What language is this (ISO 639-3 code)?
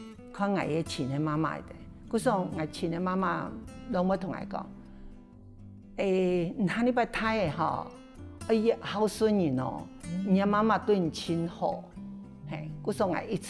hak